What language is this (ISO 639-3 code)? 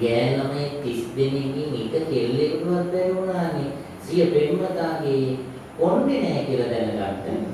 sin